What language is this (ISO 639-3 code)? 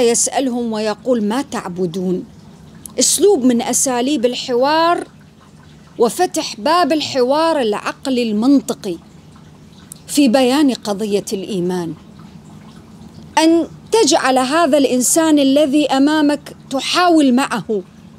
ara